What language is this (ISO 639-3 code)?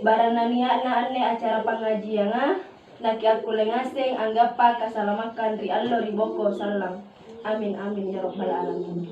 mak